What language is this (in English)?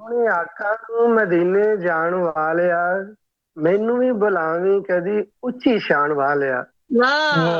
Punjabi